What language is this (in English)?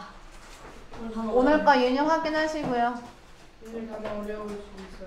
Korean